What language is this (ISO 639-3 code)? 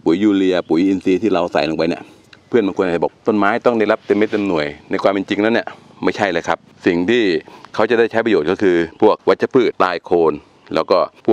tha